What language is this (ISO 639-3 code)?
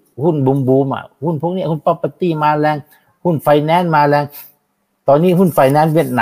tha